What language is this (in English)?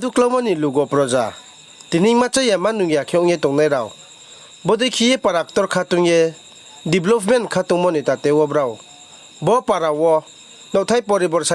Riang (India)